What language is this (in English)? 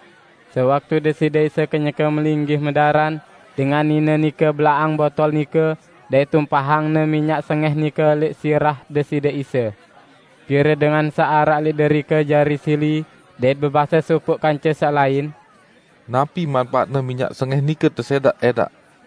Sasak